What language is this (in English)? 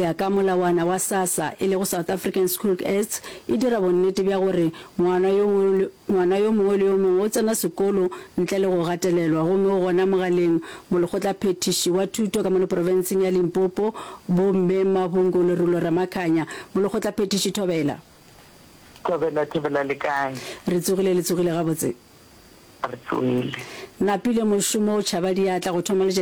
Northern Sotho